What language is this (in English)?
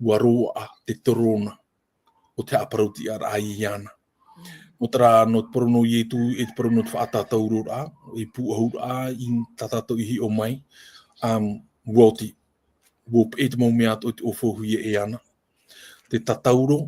Tahitian